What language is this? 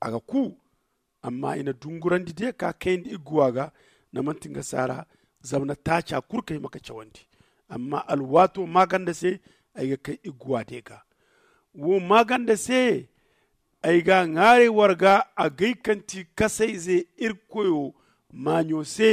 Zarma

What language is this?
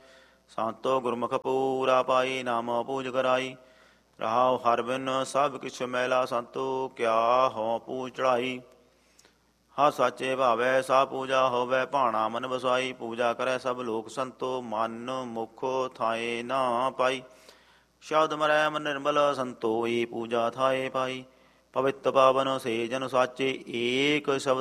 Punjabi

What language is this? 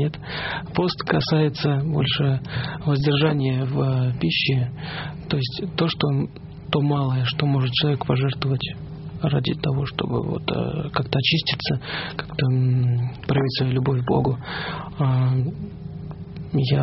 Russian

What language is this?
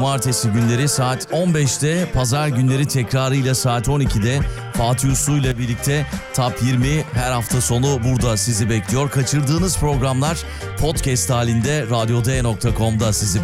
Turkish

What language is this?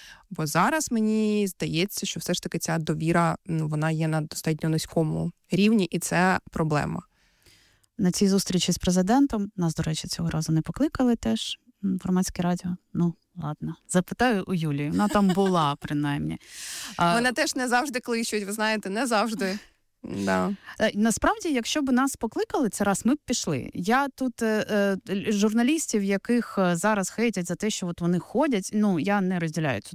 Ukrainian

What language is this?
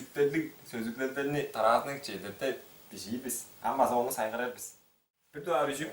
Tuvinian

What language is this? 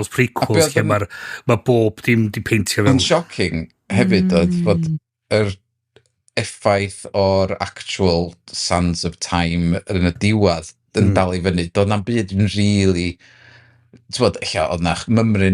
Welsh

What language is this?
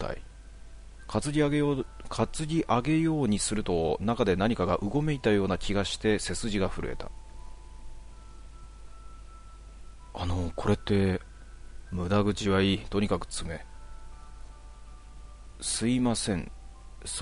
Japanese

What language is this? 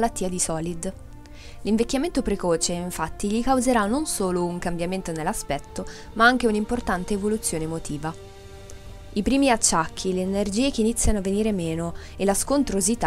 Italian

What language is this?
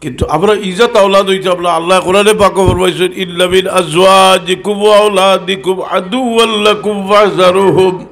Sylheti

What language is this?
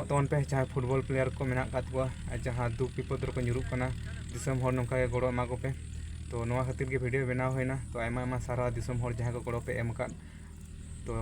Santali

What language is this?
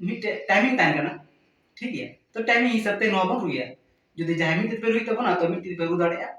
Santali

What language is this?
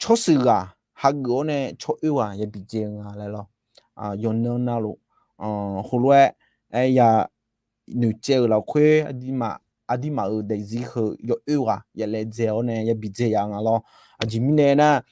Akha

